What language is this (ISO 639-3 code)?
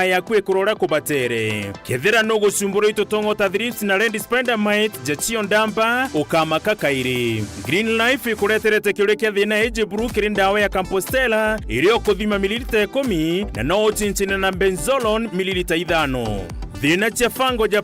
mer